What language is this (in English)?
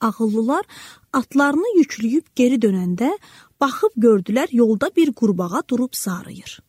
Azerbaijani